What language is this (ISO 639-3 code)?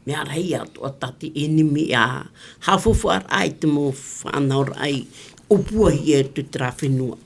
tah